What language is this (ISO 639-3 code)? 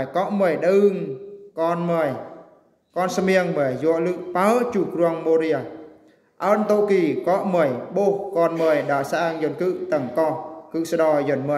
bru